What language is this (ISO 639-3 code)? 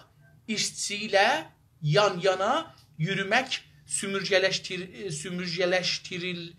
azb